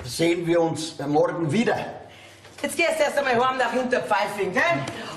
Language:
Bavarian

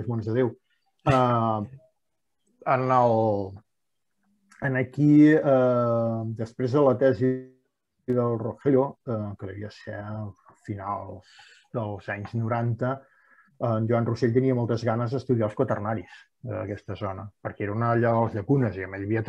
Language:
Catalan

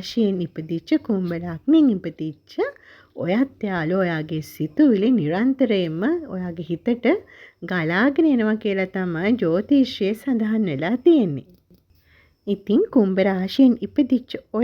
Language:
Sinhala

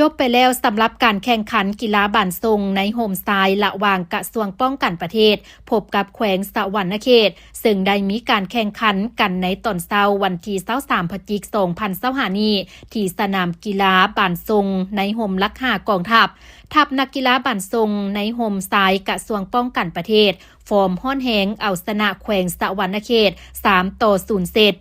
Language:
Lao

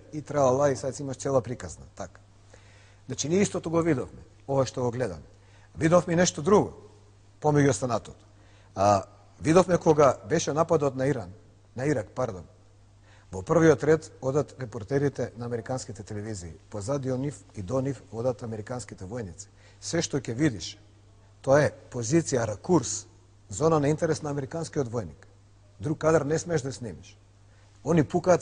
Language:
Macedonian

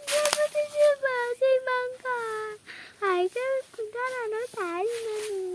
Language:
Kok Borok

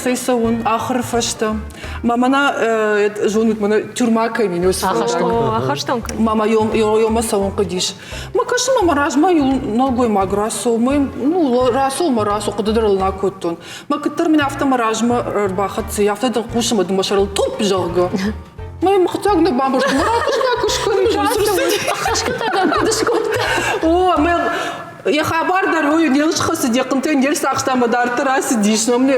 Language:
Ossetic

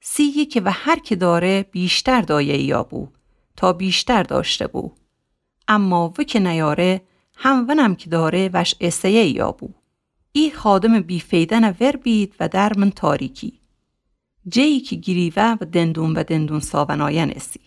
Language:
Gilaki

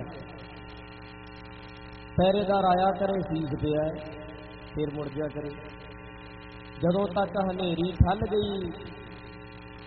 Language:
Punjabi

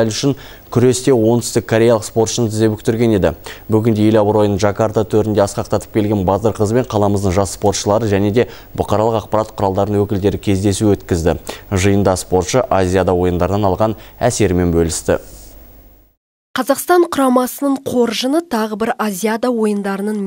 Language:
Kazakh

